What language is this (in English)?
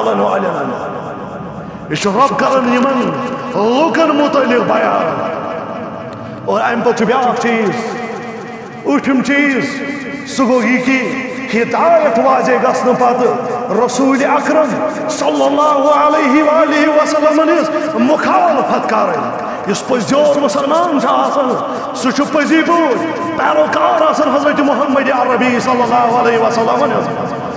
Kashmiri